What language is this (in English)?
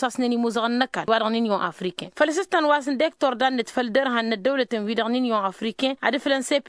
Tamasheq